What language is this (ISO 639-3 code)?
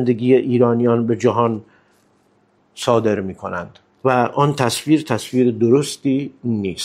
fas